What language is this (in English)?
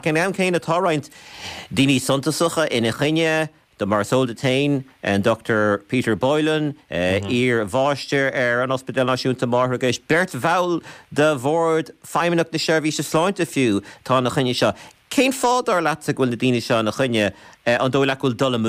Irish